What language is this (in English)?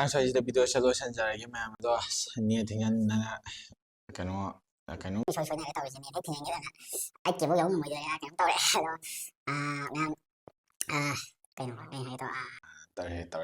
Manipuri